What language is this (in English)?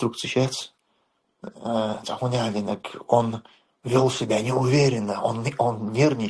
Chechen